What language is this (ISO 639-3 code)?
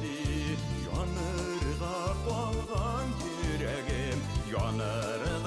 bak